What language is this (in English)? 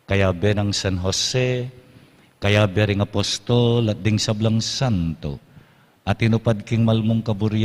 Pampanga